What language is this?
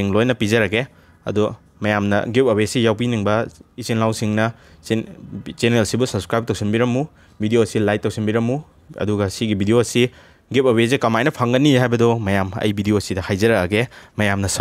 Manipuri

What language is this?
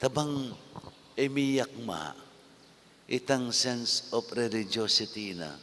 Pampanga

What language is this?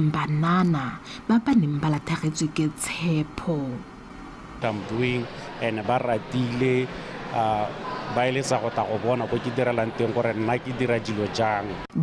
Tswana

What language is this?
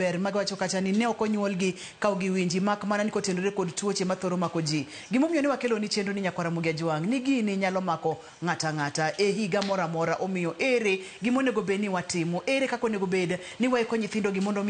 Luo (Kenya and Tanzania)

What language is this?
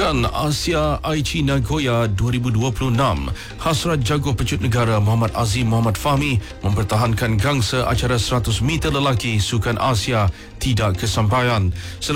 Malay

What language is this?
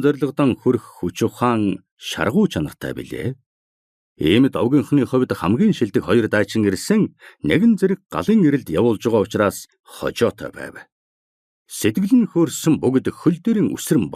Mongolian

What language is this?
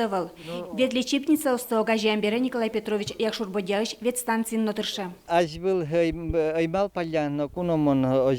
Udmurt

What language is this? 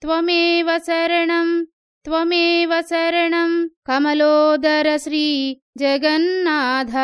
Telugu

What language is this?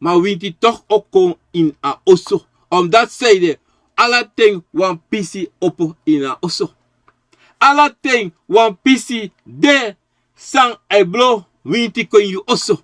Sranan Tongo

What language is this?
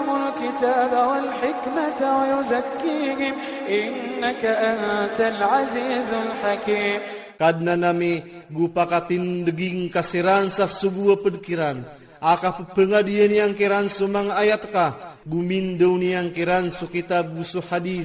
Iranun (Philippines)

